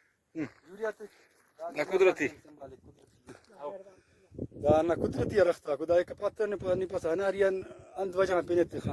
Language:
Brahui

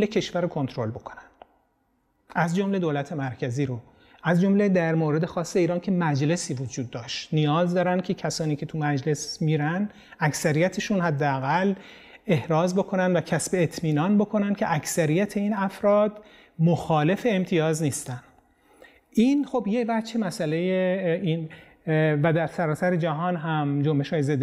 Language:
Persian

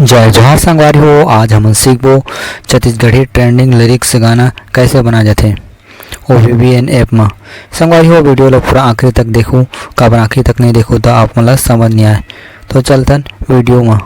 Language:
Chhattisgarhi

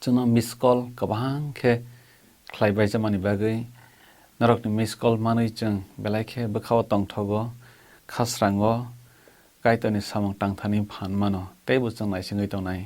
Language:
Kok Borok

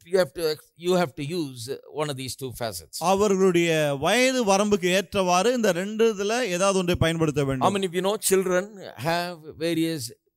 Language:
Tamil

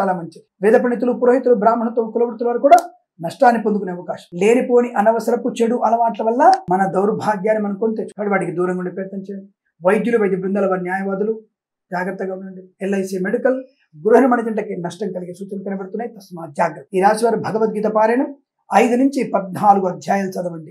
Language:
Telugu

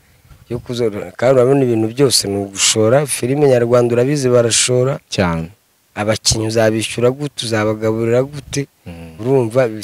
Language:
Kinyarwanda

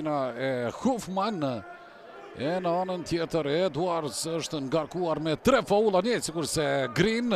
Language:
Albanian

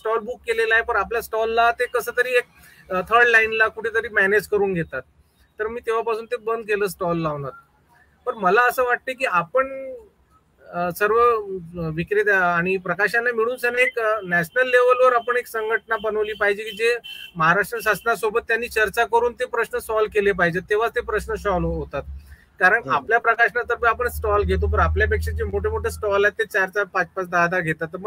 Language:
Marathi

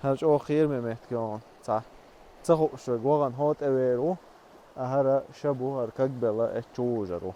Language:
Chechen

